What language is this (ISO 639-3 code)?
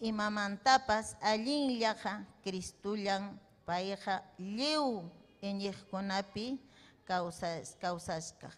quy